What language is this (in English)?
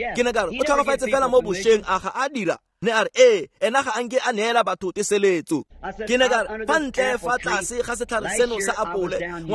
Tswana